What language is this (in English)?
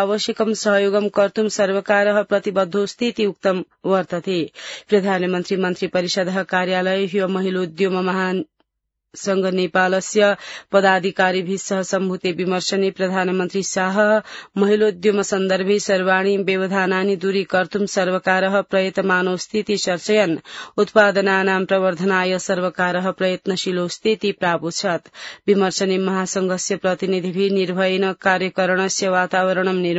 Sanskrit